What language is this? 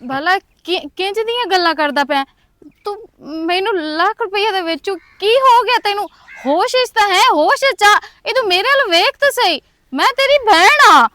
Western Panjabi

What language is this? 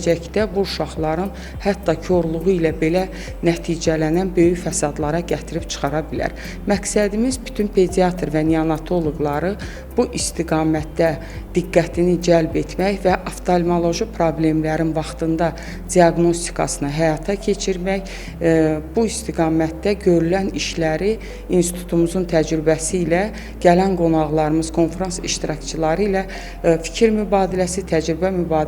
Azerbaijani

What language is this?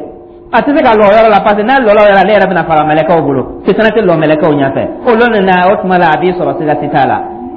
Dyula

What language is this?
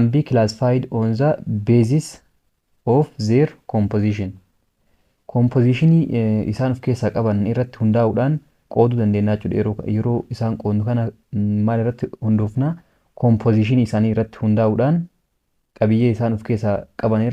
Oromo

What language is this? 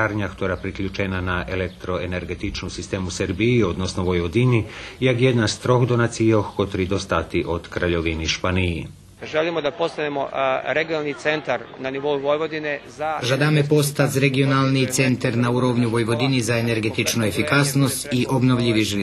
Rusyn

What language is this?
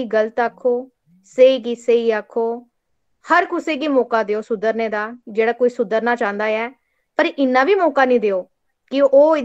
Dogri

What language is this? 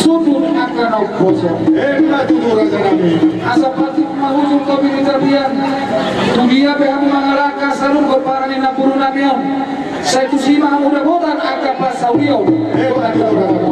Batak Toba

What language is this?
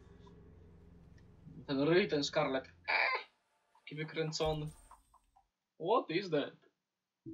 Polish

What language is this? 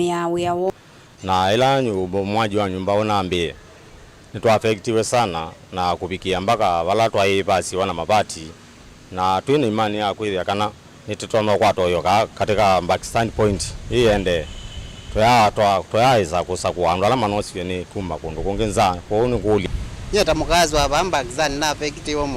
Kamba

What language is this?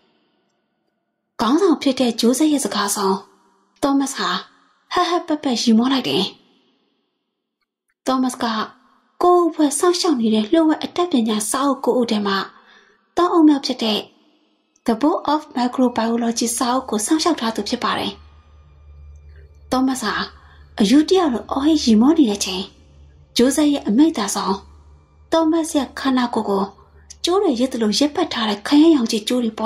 Burmese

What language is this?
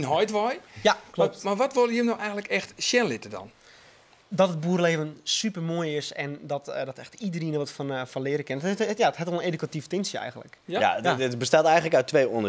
Western Frisian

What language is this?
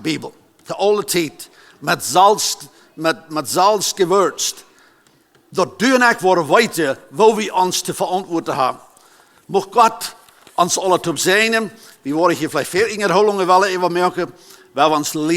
Plautdietsch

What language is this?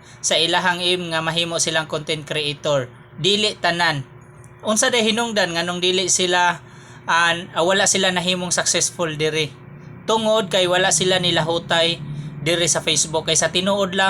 Cebuano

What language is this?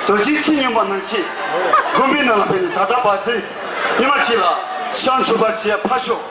Tibetan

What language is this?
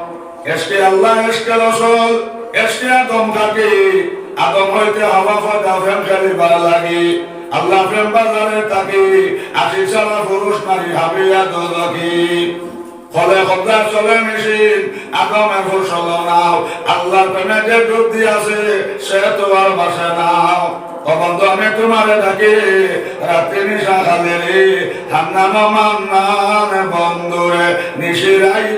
Sylheti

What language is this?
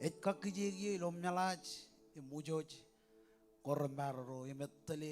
Marshallese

